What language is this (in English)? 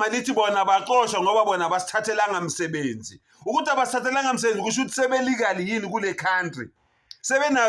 Zulu